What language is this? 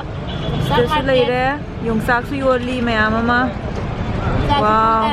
Manipuri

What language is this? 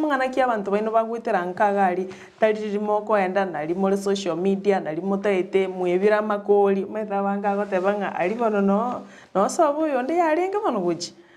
Gusii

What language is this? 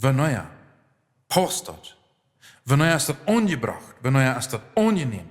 Plautdietsch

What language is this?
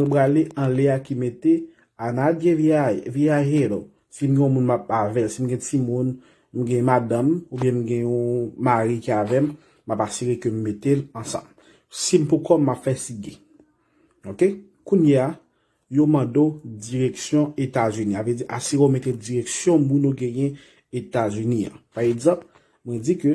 Haitian Creole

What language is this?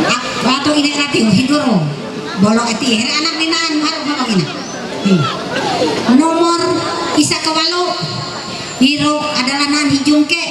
Ma'anyan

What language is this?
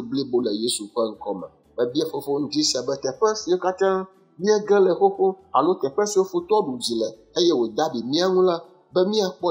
Ewe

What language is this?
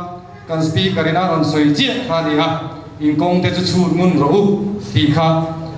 Mizo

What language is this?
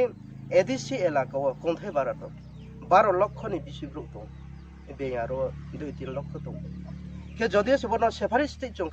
Riang (India)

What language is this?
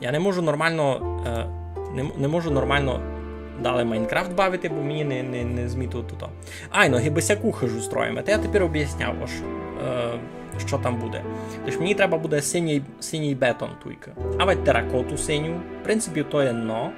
Rusyn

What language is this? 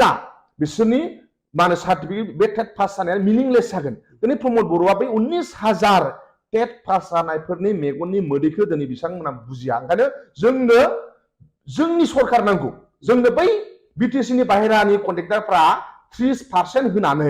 Bodo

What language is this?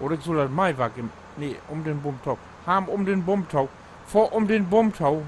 Low German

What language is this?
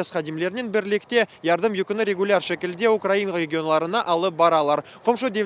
Crimean Tatar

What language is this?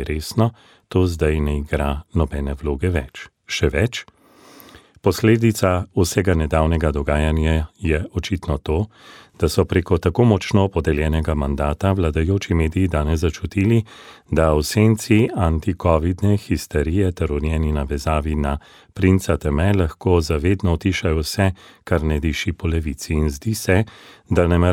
Slovenian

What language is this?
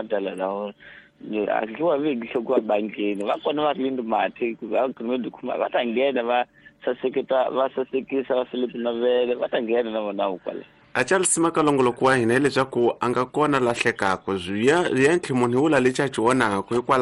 Tsonga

